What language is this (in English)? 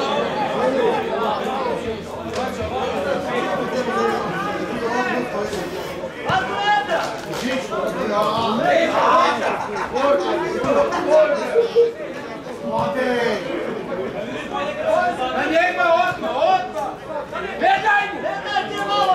Serbian